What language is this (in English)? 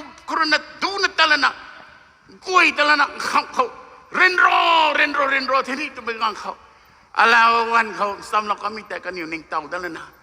Rongmei Naga